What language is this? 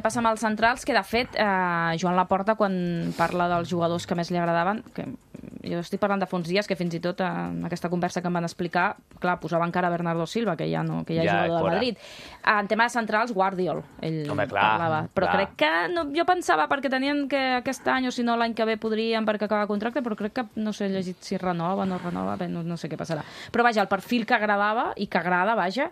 Catalan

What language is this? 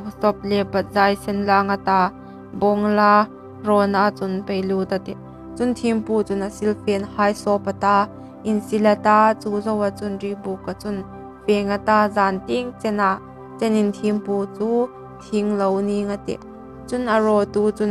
Hmar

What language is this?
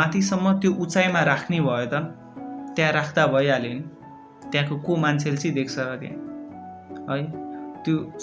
Nepali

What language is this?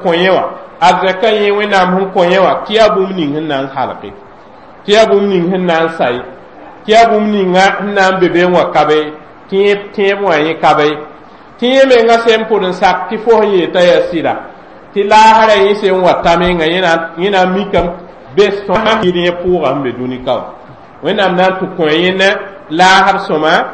Mossi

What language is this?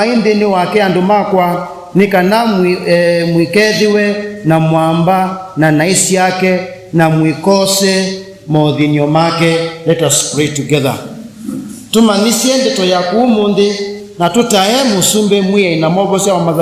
Kamba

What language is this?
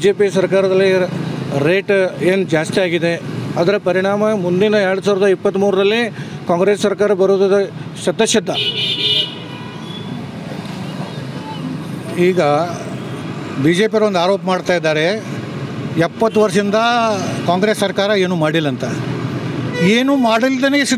Kannada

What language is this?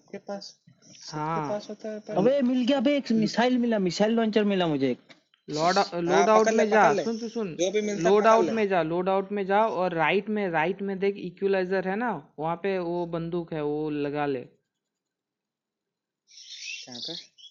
Hindi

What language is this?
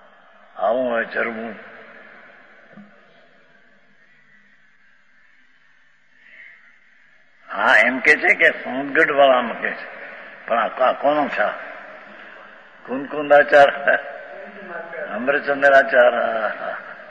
Gujarati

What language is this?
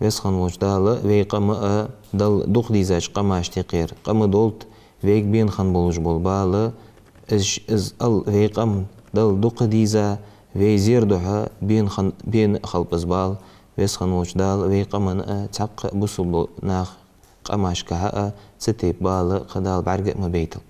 Ingush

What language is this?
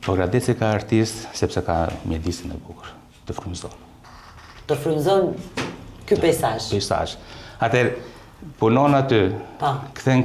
Albanian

